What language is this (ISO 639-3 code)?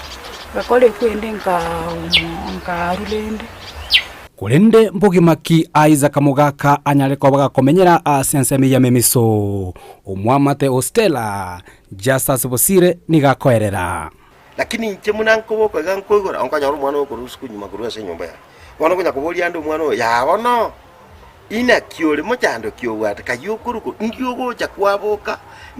guz